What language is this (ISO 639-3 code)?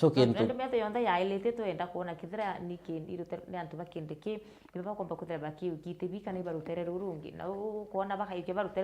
mer